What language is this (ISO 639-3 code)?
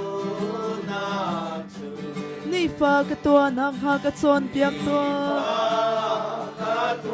cnh